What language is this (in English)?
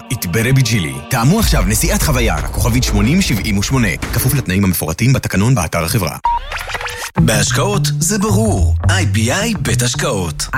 Hebrew